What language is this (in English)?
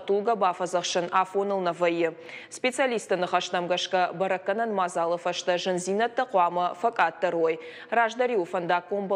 Ossetic